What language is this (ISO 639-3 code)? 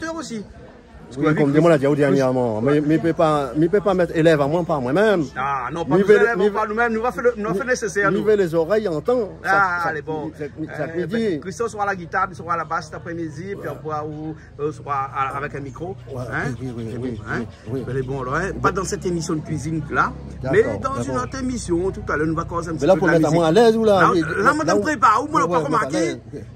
rcf